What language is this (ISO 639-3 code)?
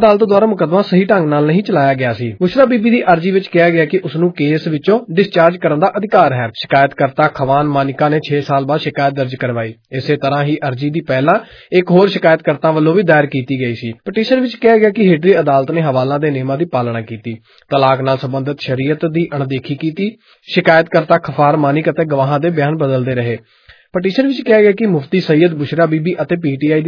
pan